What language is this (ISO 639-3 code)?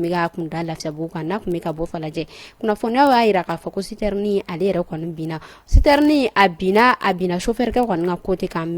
bam